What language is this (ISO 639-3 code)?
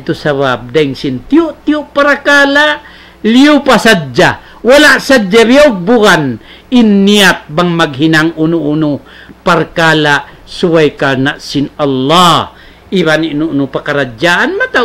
tsg